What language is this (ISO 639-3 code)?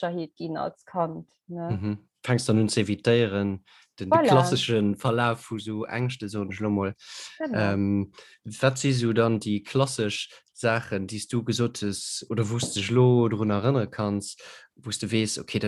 ltz